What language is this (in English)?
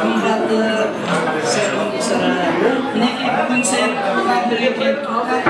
Kara-Kalpak